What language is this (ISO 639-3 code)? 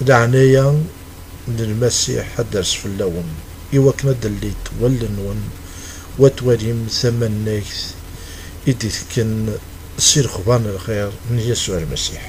kab